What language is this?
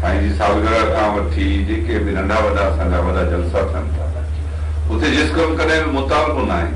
Sindhi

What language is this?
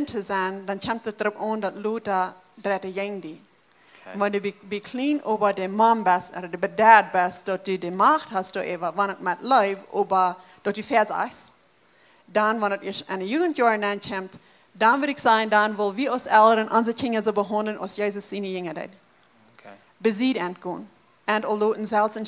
Plautdietsch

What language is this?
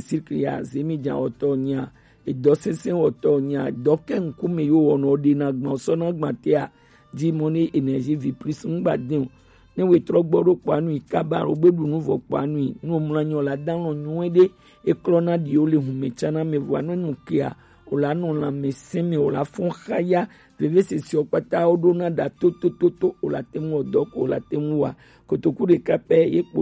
Gen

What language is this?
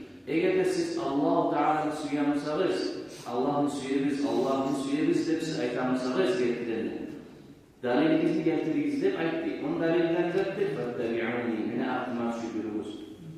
Kumyk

